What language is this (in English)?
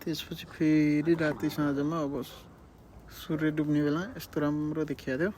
Nepali